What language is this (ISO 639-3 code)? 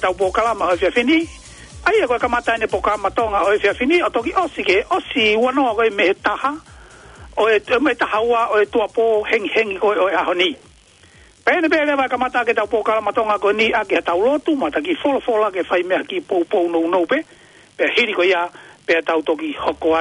ton